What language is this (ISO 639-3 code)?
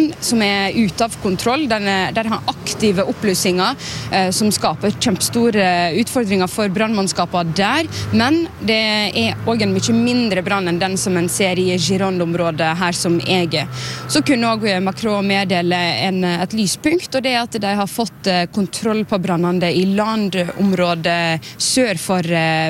nor